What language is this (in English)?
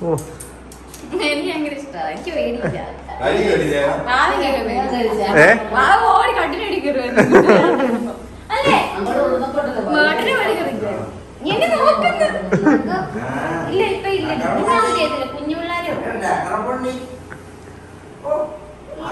Malayalam